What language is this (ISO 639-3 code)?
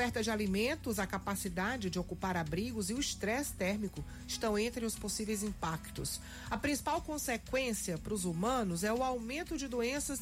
por